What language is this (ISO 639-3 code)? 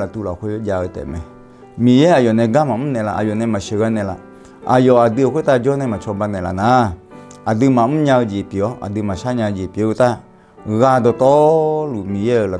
ahk